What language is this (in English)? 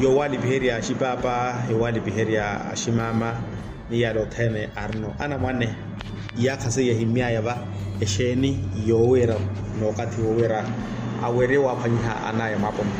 Makhuwa